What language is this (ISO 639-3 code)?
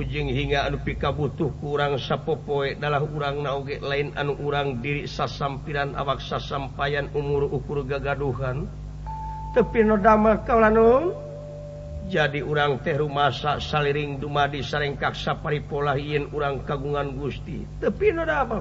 sun